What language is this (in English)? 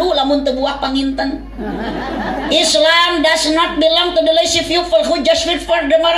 Sundanese